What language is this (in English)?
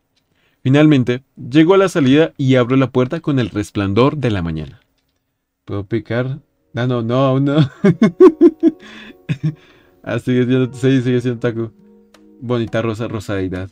Spanish